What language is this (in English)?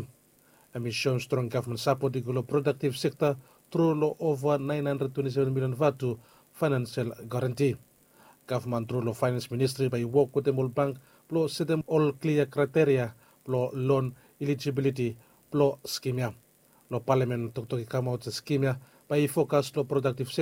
Bislama